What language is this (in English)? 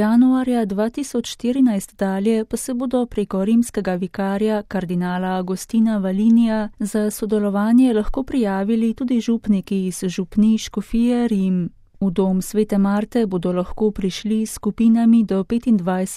Slovenian